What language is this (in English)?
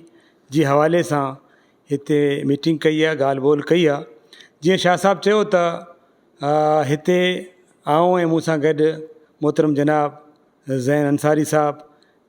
Sindhi